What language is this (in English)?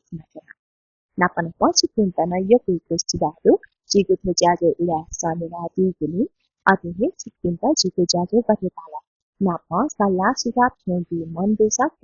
Newari